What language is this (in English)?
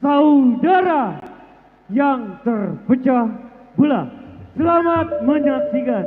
Betawi